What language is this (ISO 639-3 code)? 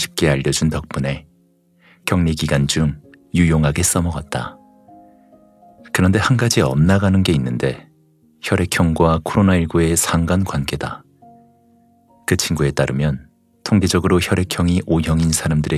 kor